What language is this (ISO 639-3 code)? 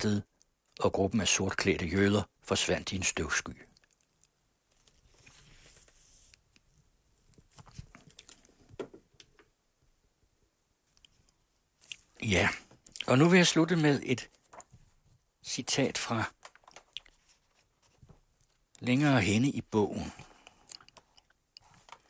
dan